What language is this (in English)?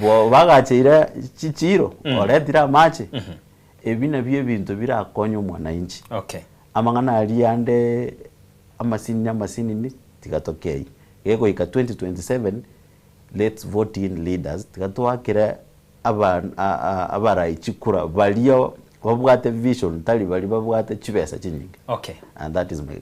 Gusii